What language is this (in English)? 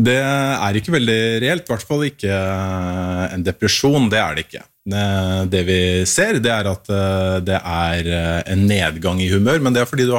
Norwegian